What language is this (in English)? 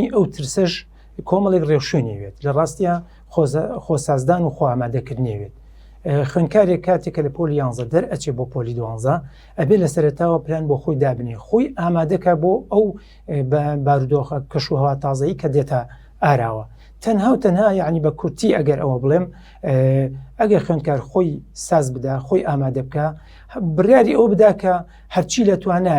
Central Kurdish